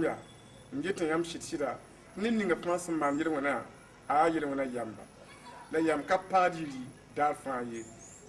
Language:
Mossi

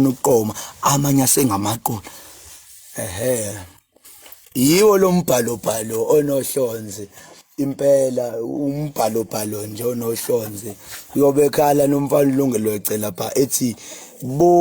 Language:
Zulu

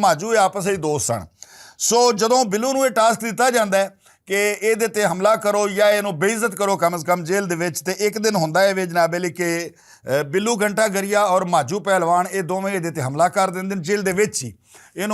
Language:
Western Panjabi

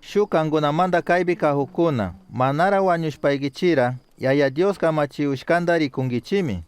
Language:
Chimborazo Highland Quichua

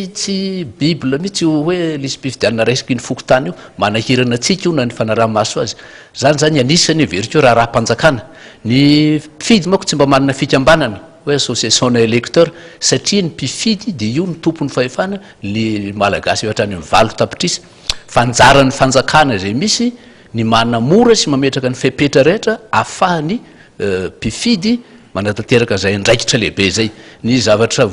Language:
Malagasy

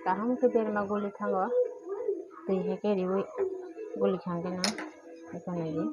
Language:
Kok Borok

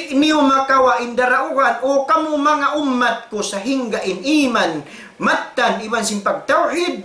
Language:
Tausug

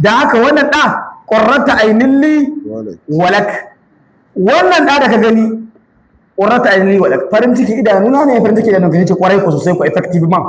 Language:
Hausa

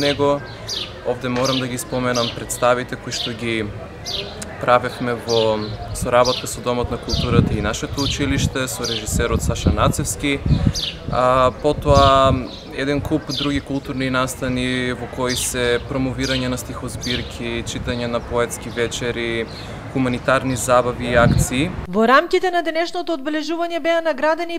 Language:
Macedonian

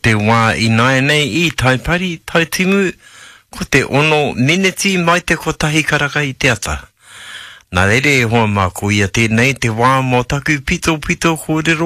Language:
Māori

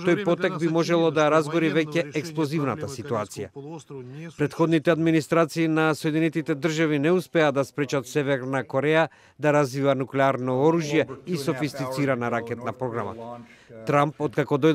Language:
Macedonian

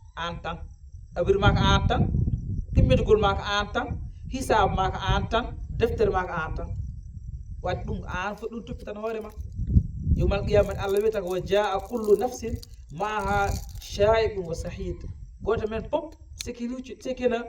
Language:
Fula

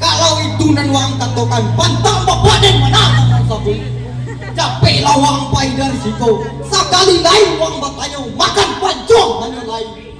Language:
Minangkabau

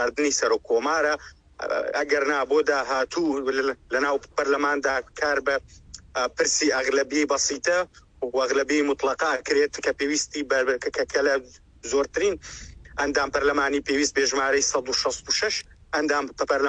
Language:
Central Kurdish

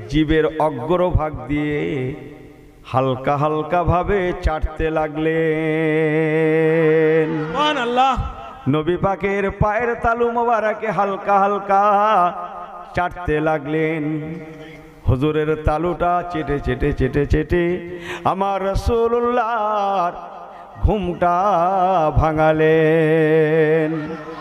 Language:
Bangla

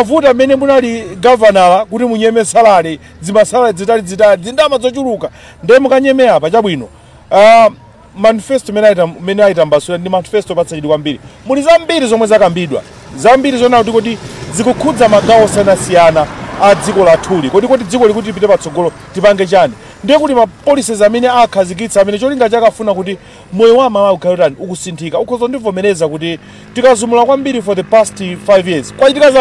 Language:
Nyanja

